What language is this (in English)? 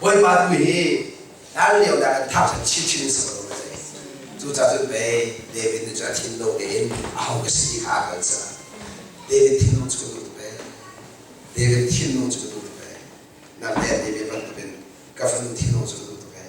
Hakha Chin